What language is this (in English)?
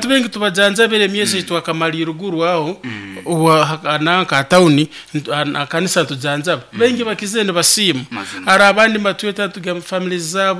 Nyoro